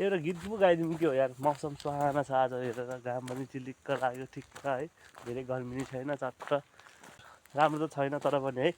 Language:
Nepali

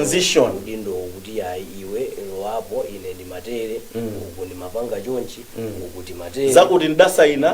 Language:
Nyanja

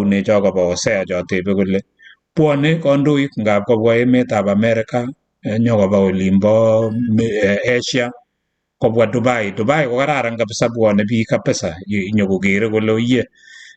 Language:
Kalenjin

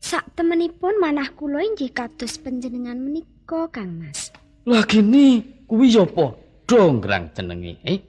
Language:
Javanese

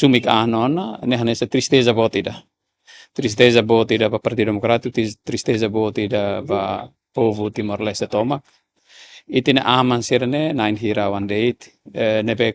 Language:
Tetum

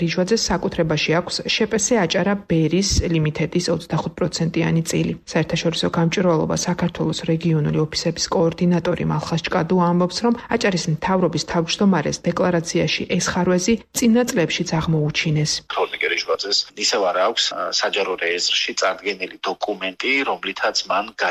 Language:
Georgian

